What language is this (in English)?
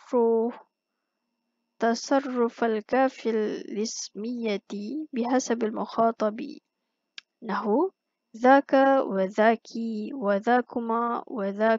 Malay